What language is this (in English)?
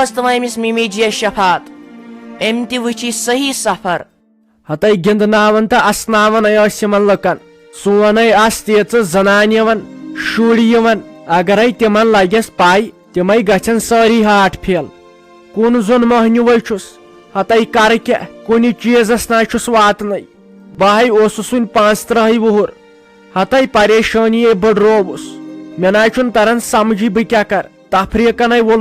Kashmiri